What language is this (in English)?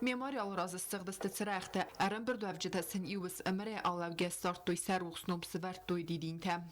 Ossetic